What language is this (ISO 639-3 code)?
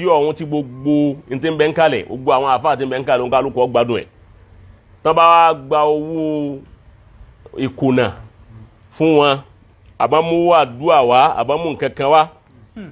yor